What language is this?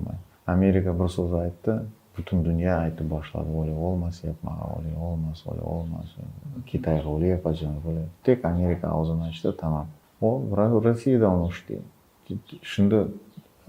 Crimean Tatar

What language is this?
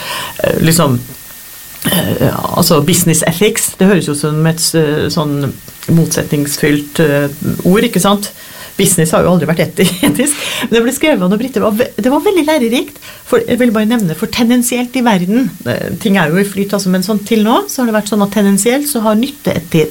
Norwegian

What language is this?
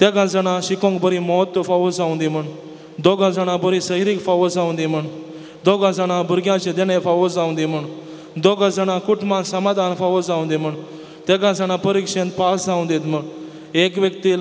Konkani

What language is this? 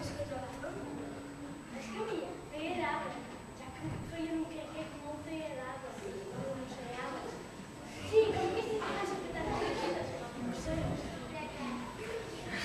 Catalan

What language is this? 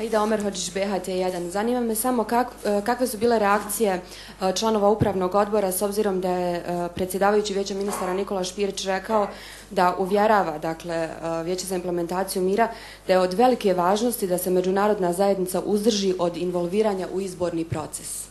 Bosnian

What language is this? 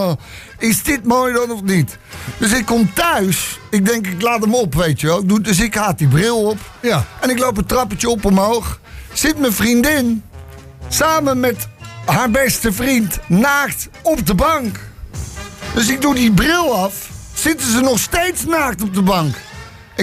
Dutch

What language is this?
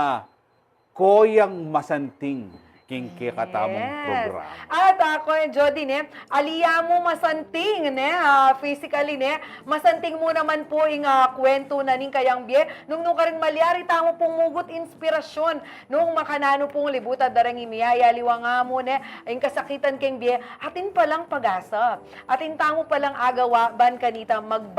Pampanga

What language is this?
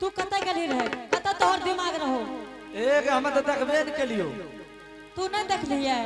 Angika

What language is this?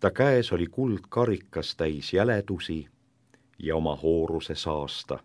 Estonian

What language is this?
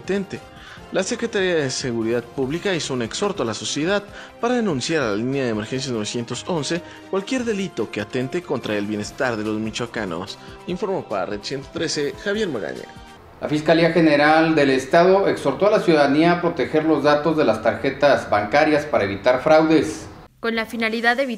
Spanish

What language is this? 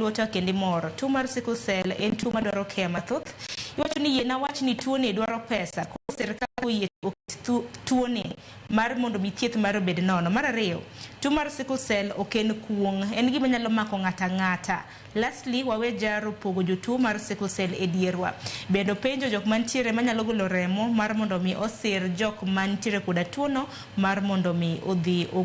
Luo (Kenya and Tanzania)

